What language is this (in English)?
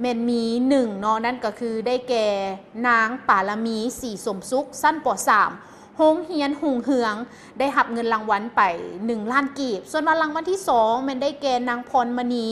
Lao